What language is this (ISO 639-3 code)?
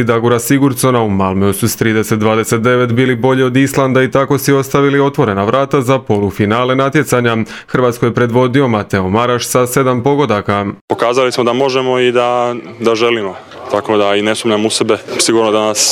hrv